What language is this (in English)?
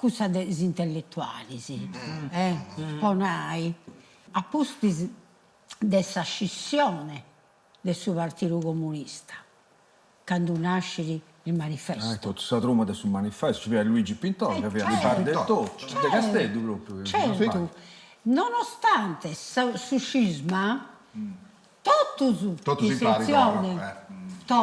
Sardinian